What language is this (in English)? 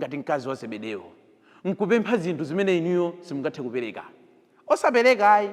Nyanja